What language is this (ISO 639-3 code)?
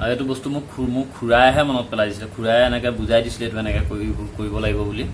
asm